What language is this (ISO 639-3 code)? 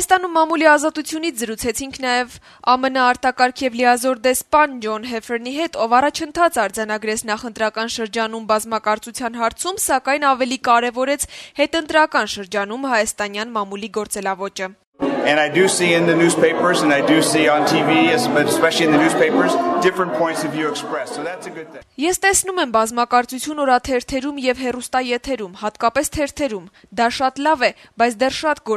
hye